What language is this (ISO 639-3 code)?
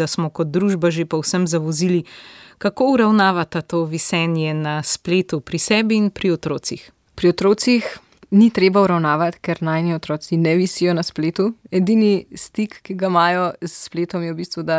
slv